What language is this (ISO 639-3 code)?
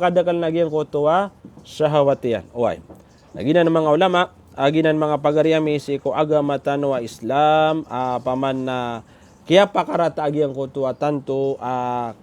mrw